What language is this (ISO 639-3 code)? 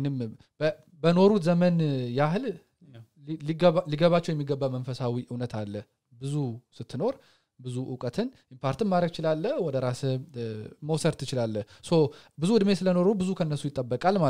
amh